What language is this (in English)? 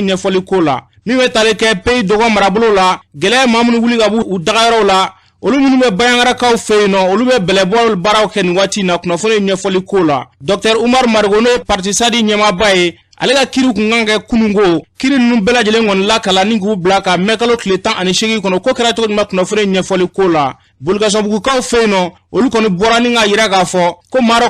Bambara